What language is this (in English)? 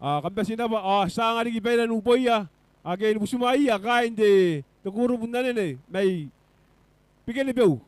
Gilbertese